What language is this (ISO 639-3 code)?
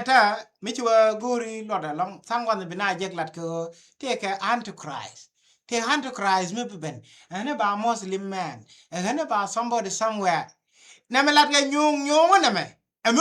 nus